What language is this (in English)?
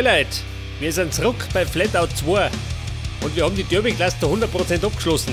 Bavarian